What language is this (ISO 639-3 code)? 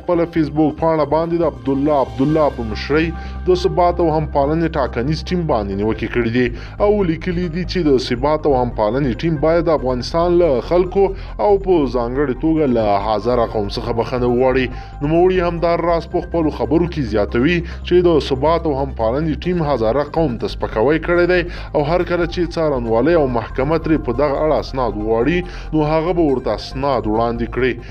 pus